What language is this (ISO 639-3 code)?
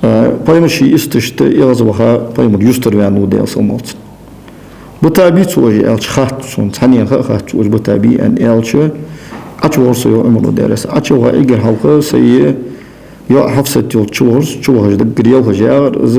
inh